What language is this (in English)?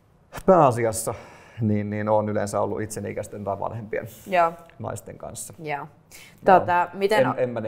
Finnish